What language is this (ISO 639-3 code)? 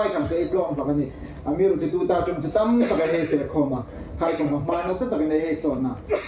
hmr